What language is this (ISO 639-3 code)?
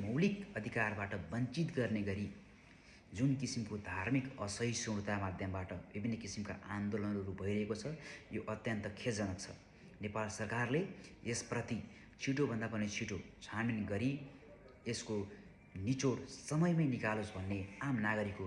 nep